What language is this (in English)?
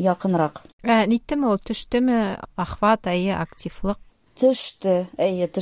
Tatar